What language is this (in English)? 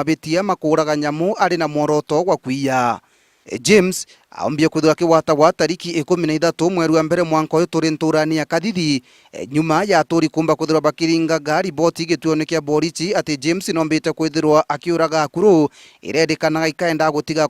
Meru